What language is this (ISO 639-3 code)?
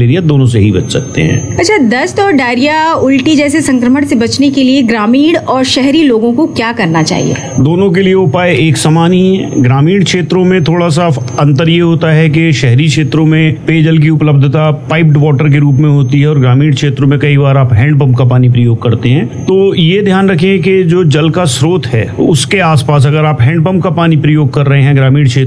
hin